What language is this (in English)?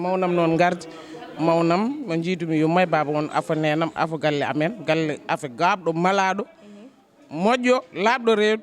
Fula